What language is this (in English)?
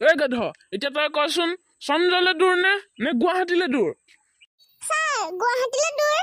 Assamese